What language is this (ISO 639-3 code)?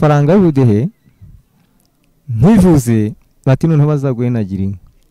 kin